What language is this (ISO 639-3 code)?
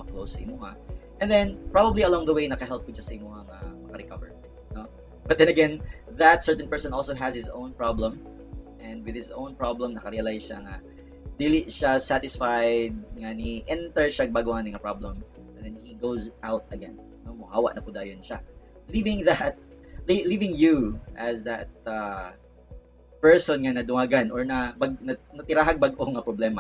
ceb